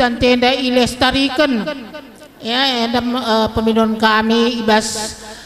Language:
Batak Karo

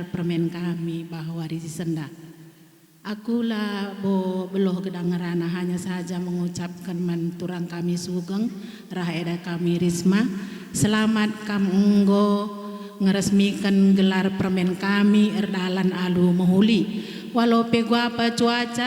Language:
Batak Karo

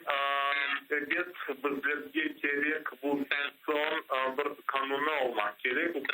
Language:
Crimean Tatar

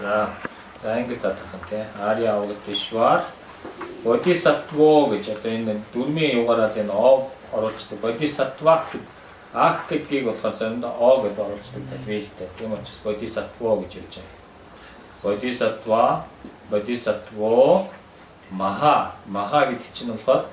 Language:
Mongolian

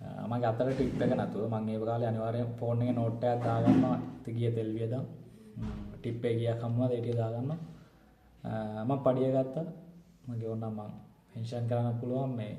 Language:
Sinhala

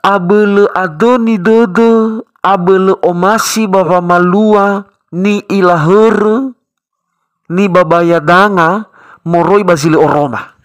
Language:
Nias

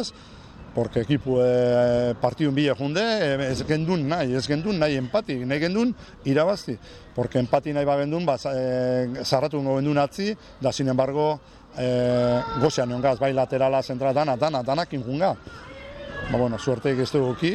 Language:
Basque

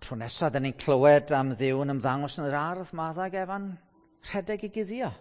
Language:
Welsh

